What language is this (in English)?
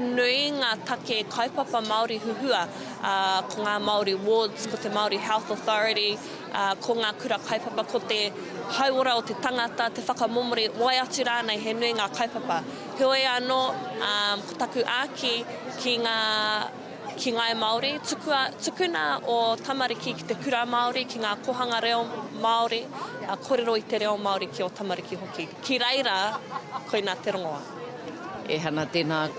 Māori